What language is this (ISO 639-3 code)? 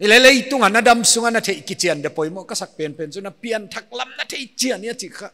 pck